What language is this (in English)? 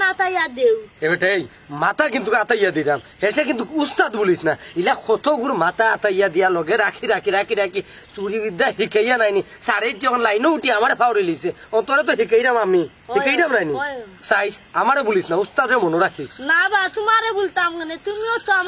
Sylheti